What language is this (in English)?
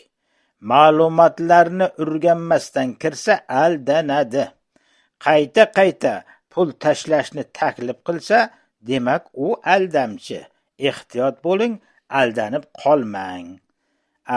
Uzbek